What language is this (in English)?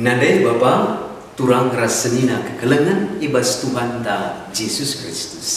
Batak Karo